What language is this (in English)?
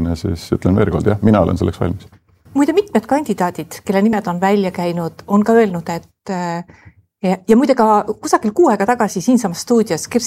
Estonian